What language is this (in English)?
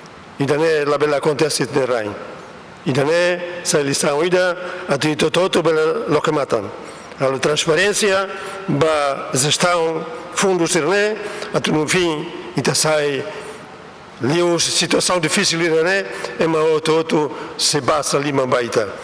Tetum